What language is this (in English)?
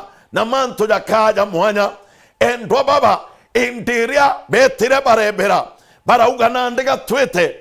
Meru